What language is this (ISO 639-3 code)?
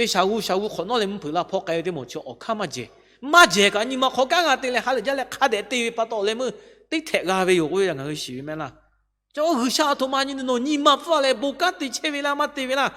lhu